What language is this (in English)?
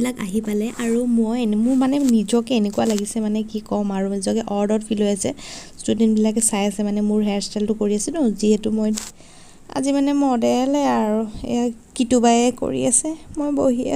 Assamese